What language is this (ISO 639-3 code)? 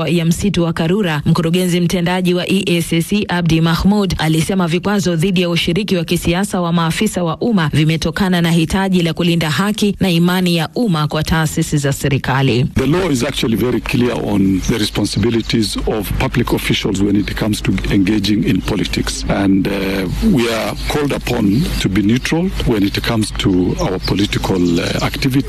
swa